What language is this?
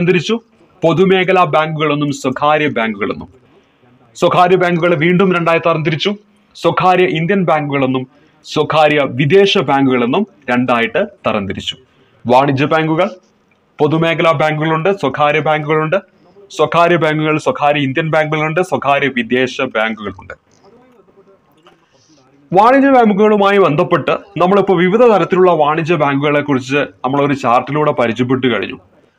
Malayalam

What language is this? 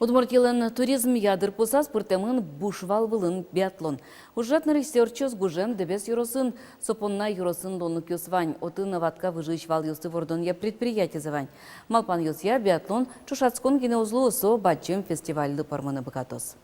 Udmurt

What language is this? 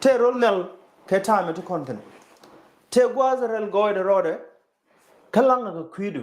Nuer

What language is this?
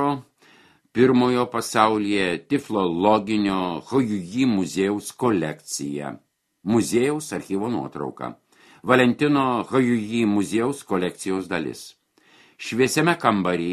Lithuanian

